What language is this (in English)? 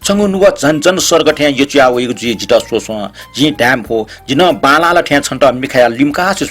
Newari